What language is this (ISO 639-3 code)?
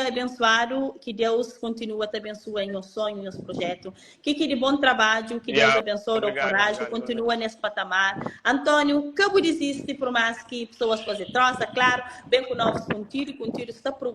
kea